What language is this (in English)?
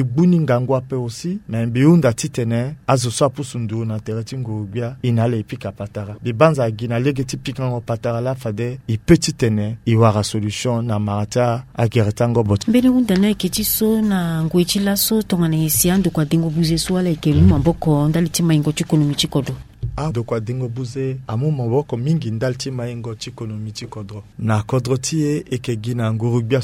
Sango